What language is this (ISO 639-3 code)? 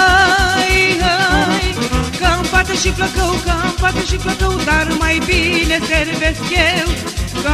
ron